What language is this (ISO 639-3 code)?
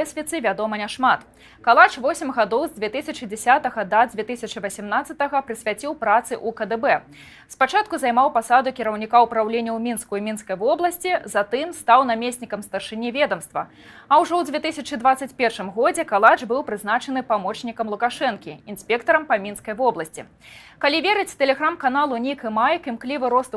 bel